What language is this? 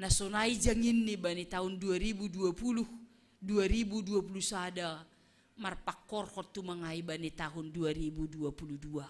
Batak Simalungun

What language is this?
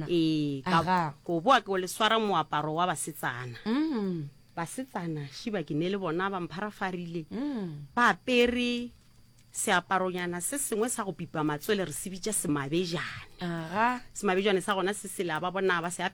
Northern Sotho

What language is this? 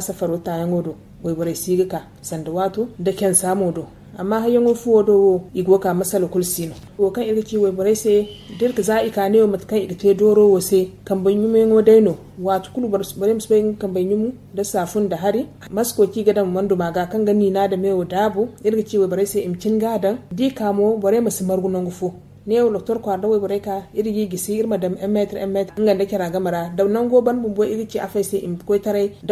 Zarma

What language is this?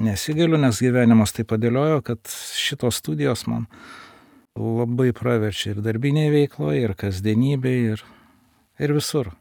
Lithuanian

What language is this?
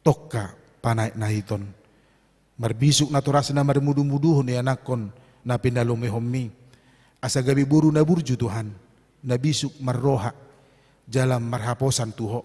Batak Toba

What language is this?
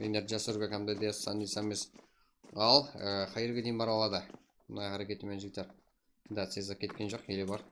Kara-Kalpak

